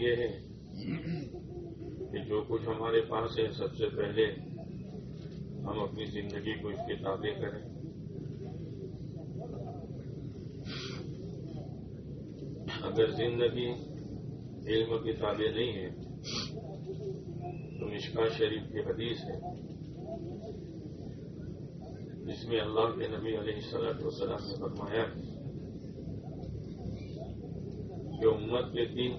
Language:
Urdu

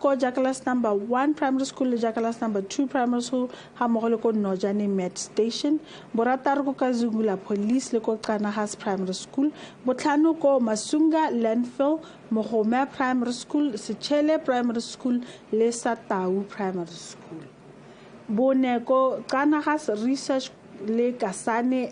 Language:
Tswana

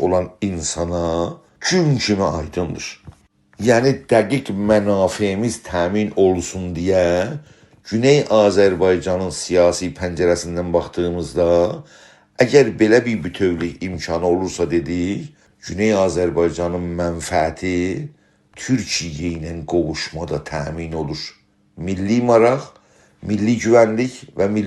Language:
South Azerbaijani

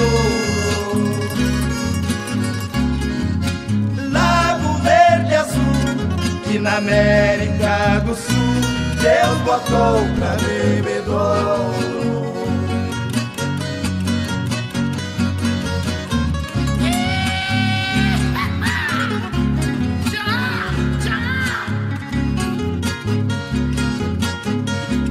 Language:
Portuguese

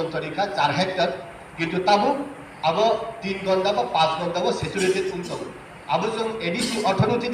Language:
Kok Borok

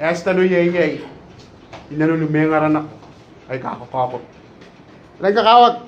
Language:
Gilbertese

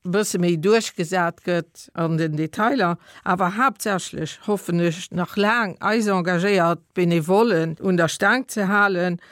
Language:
Luxembourgish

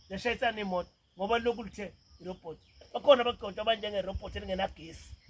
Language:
Zulu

